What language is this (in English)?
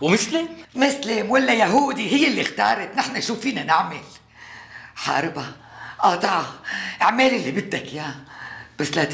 North Levantine Arabic